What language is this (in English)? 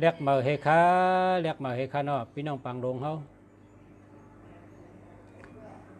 Shan